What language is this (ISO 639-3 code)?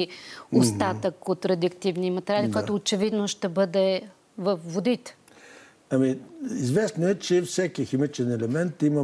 bul